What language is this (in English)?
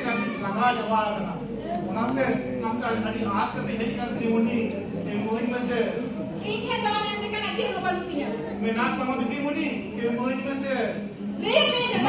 Santali